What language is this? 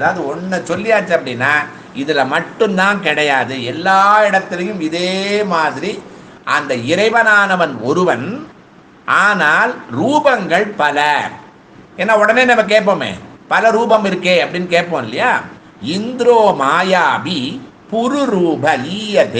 Tamil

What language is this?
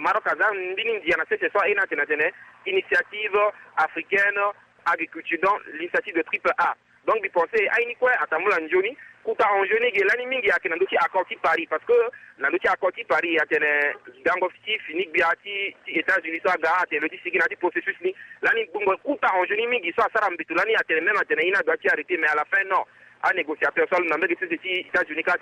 Sango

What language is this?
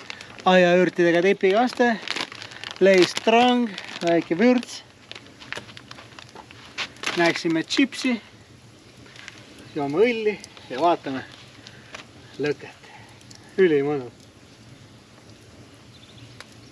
Estonian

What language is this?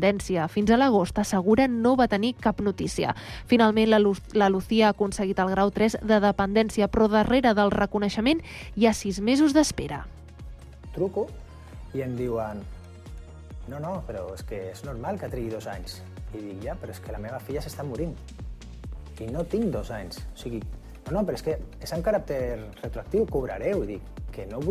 Catalan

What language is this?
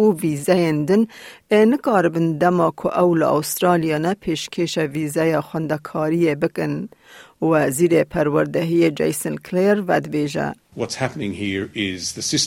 Kurdish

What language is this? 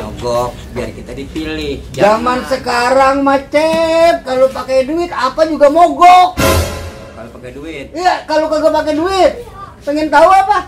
Betawi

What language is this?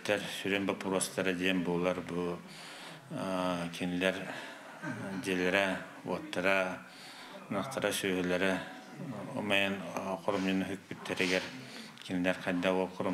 Yakut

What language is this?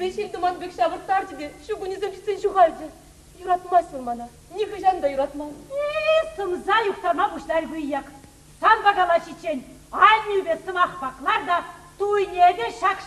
Chuvash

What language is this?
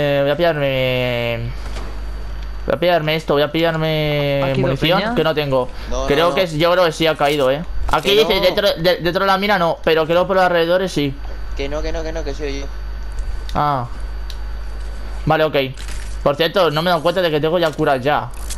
Spanish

